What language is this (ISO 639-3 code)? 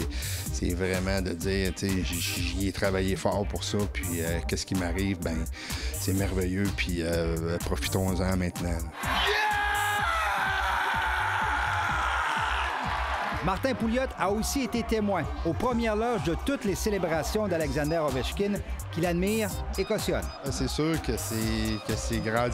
fra